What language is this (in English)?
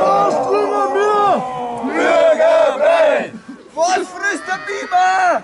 Bavarian